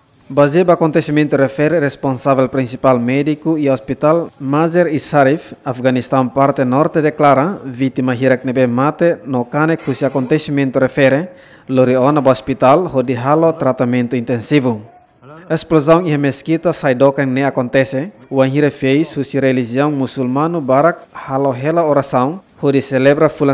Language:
Tetum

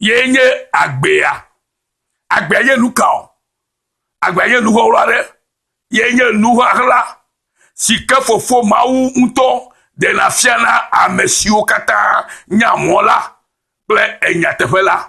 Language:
Ewe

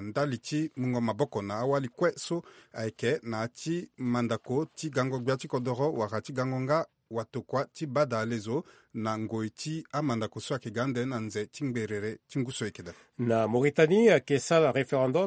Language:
Sango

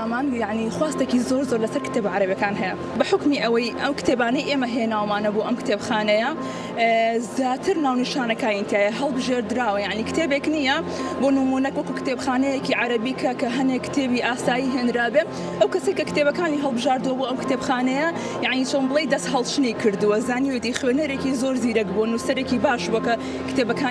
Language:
Central Kurdish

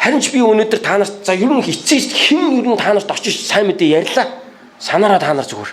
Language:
Mongolian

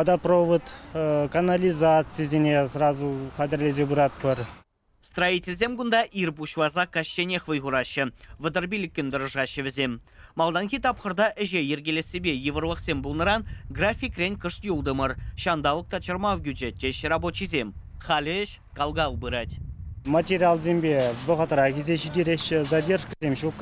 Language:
Chuvash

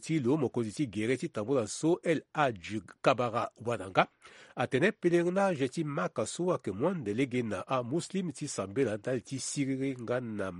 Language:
Sango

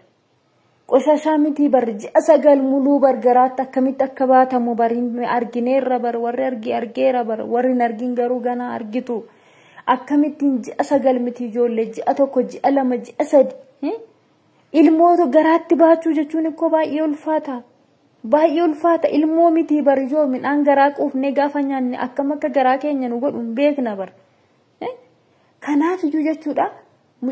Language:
Oromo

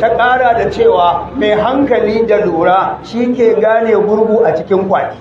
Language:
Hausa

